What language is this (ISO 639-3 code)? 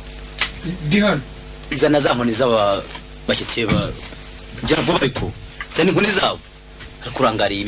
kin